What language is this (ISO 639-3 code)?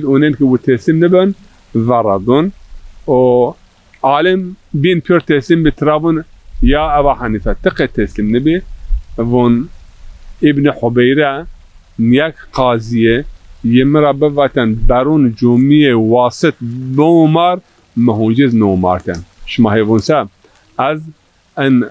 zza